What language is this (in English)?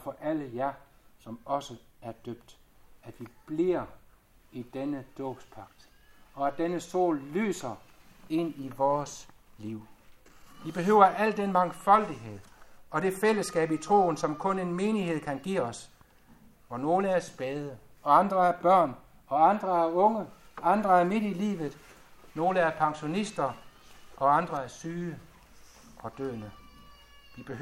Danish